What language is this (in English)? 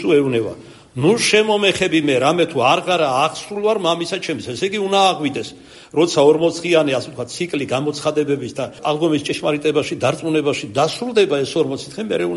Georgian